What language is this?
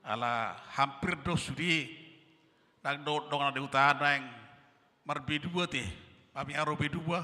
Batak Toba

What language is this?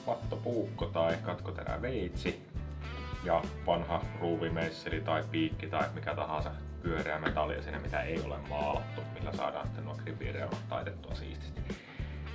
Finnish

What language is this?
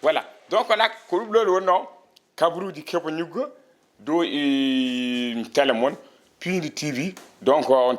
Fula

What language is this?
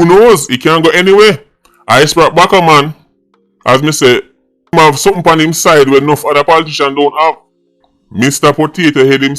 Jamaican Creole English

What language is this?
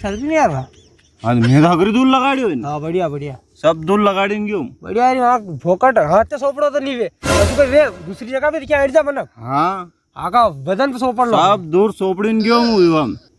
Rajasthani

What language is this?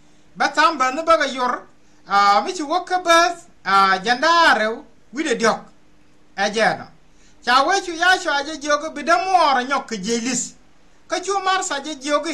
Nuer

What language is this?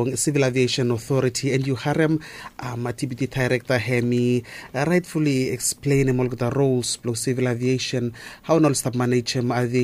Bislama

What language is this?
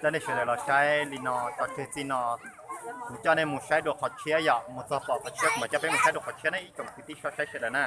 Hmong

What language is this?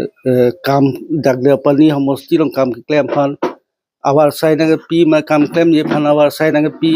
Karbi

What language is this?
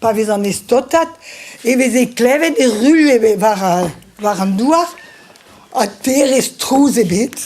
Breton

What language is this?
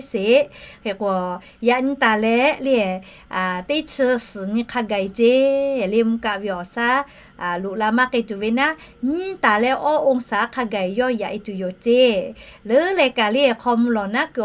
Lahu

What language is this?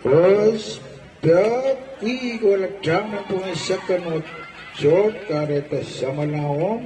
Pohnpeian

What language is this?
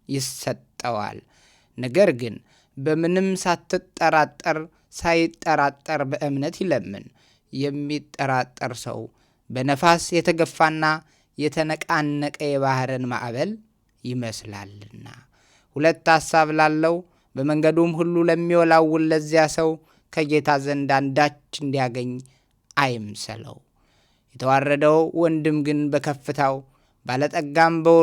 Amharic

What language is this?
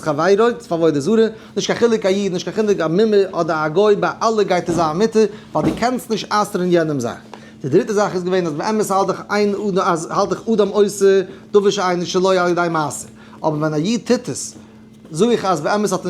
Yiddish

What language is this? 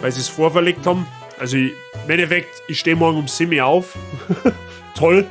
Bavarian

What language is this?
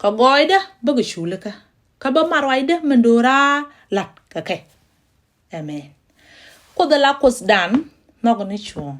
Nuer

